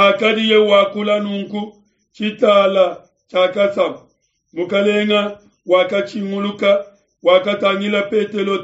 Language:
Luba-Lulua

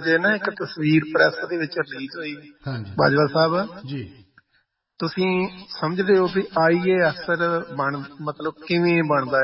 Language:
Punjabi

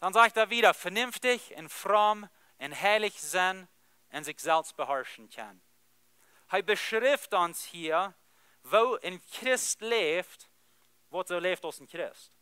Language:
Plautdietsch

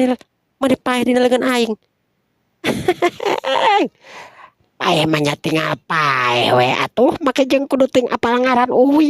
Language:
Sundanese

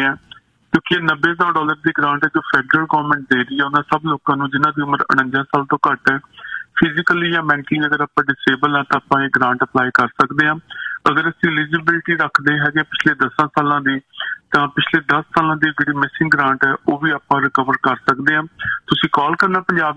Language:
Punjabi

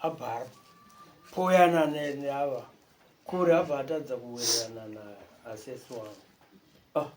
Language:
Shona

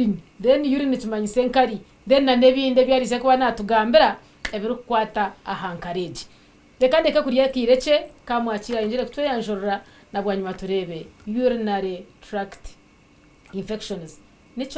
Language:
Nyankole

